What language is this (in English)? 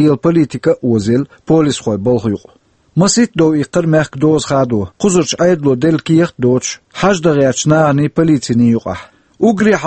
Chechen